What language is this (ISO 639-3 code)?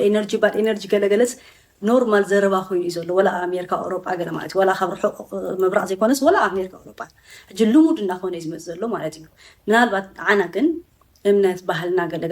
tir